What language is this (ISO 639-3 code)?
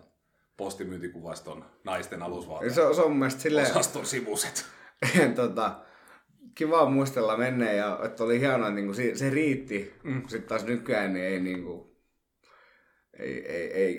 fin